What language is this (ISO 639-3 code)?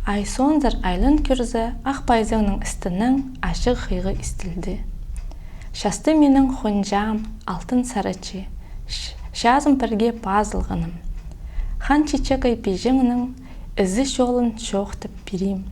kjh